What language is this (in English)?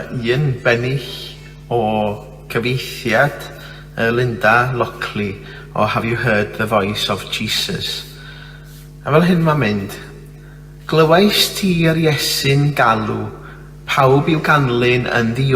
Welsh